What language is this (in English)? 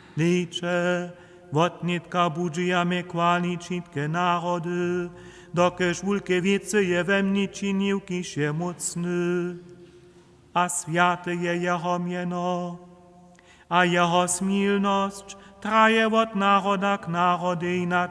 Upper Sorbian